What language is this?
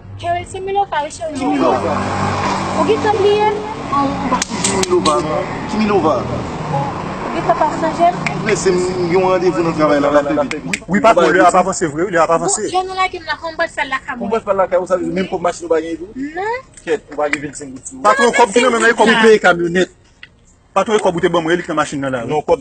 Haitian Creole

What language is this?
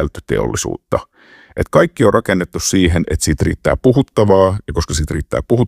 Finnish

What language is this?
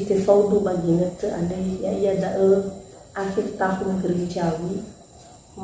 Nias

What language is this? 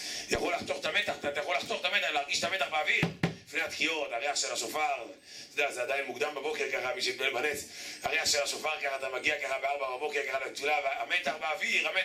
Hebrew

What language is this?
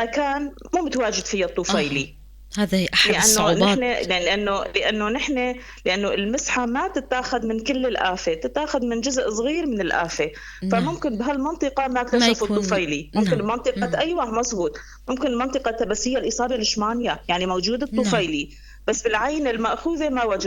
North Levantine Arabic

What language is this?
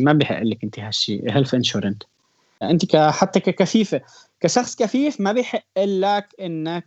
North Levantine Arabic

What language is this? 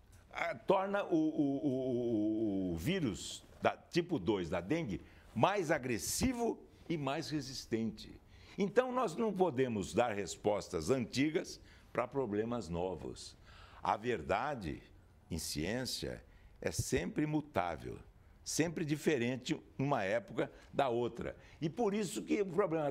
Portuguese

